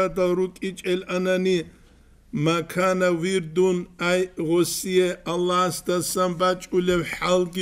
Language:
Avaric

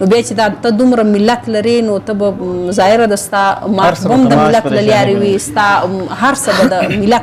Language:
Pashto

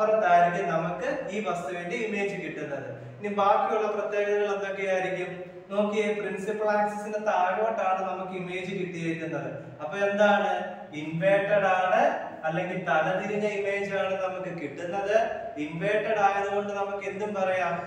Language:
Malayalam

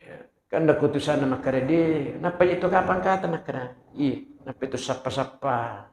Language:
Buginese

